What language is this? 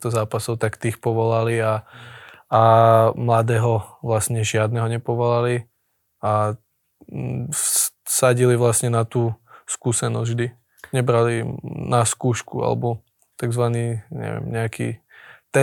Slovak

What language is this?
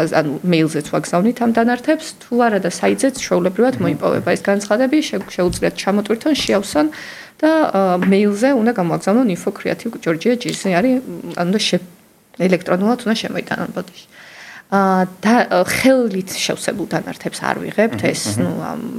Georgian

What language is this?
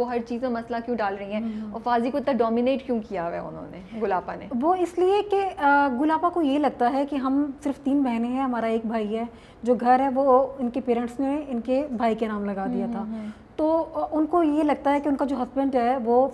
Urdu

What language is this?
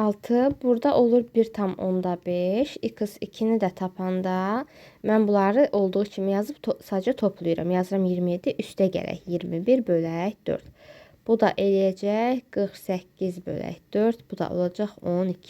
Azerbaijani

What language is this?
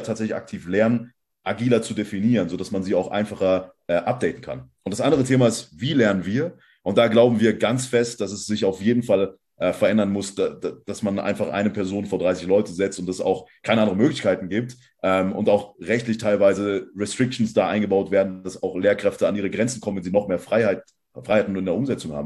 German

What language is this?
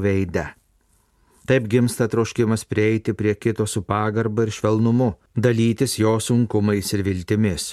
Lithuanian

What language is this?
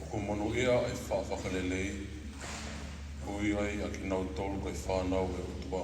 Tongan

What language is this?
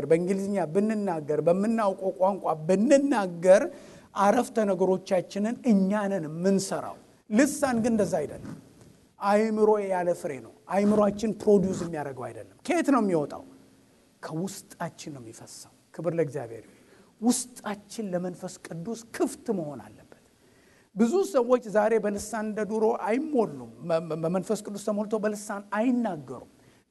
Amharic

